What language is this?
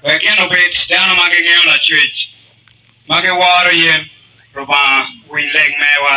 Acoli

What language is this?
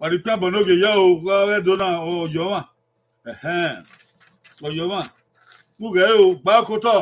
Bini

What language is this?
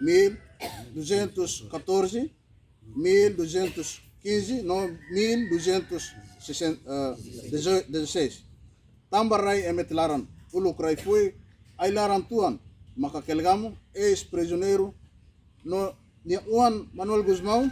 Tetum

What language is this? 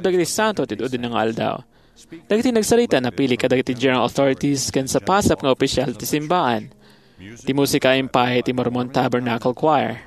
Iloko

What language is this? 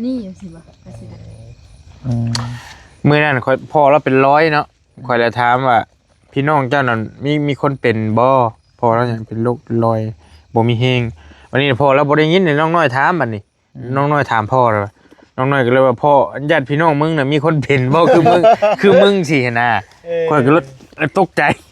Northeastern Thai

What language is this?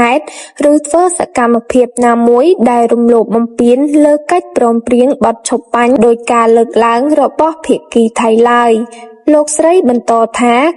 Khmer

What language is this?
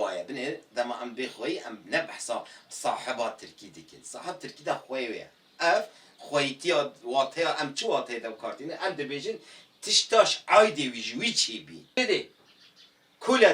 Kurdish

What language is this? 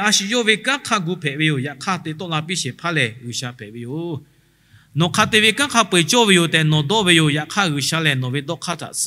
Lahu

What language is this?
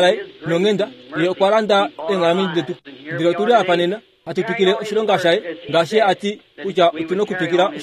Kuanyama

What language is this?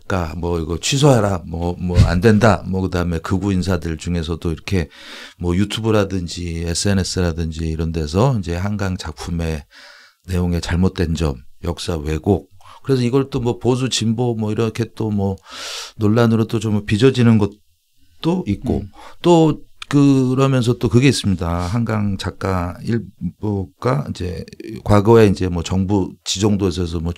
Korean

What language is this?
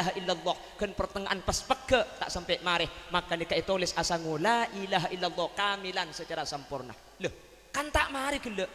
Madurese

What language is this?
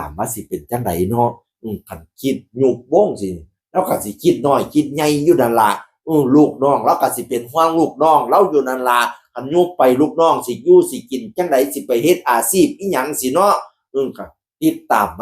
Northeastern Thai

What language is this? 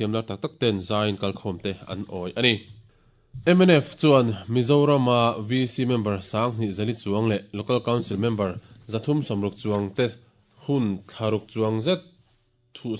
Mizo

